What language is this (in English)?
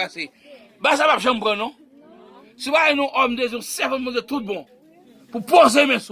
Haitian Creole